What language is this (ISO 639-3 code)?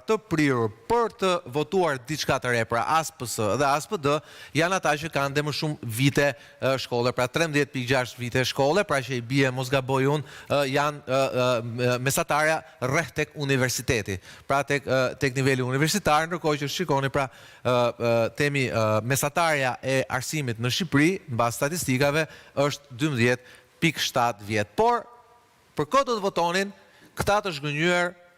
sqi